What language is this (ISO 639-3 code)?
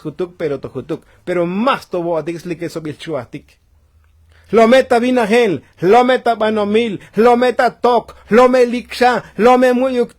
tzo